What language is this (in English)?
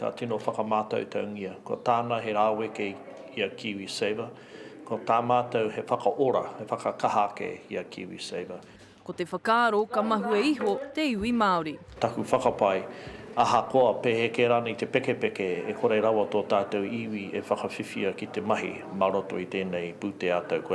Māori